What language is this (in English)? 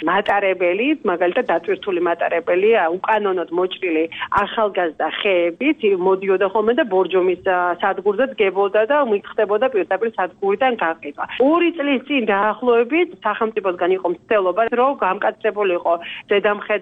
Georgian